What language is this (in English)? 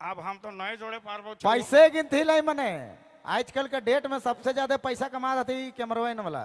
Sadri